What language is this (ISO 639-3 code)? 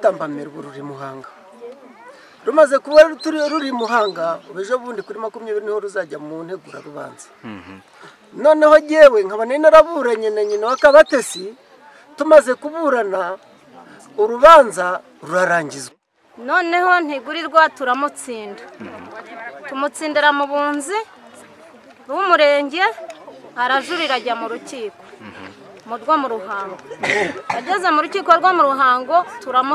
kin